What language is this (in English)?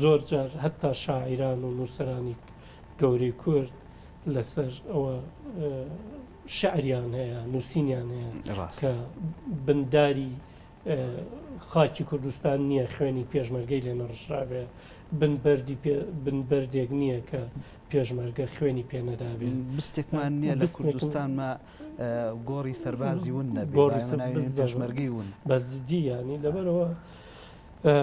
Central Kurdish